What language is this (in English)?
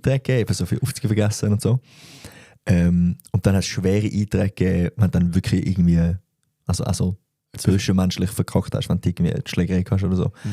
Swiss German